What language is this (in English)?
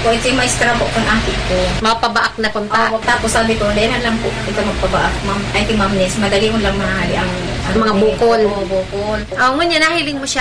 Filipino